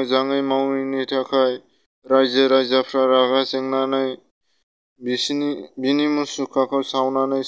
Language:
Bodo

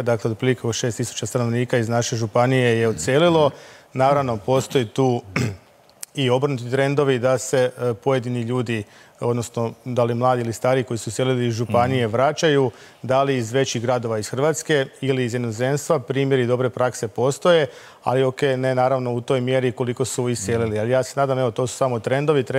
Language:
Croatian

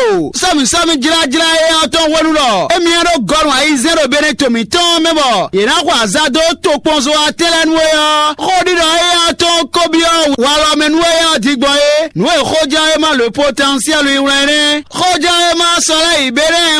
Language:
Fon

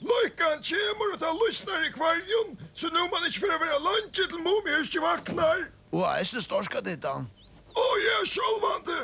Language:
Faroese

